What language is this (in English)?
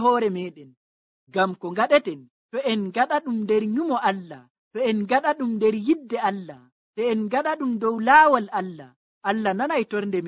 Nigerian Fulfulde